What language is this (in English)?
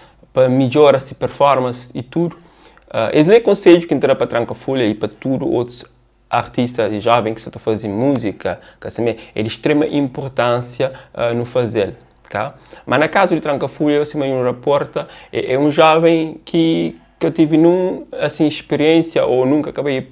Kabuverdianu